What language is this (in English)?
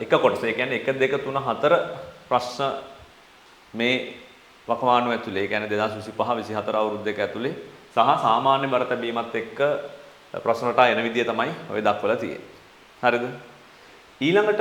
Sinhala